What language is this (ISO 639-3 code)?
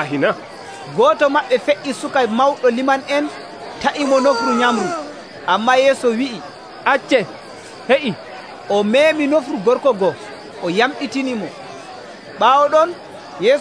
fuv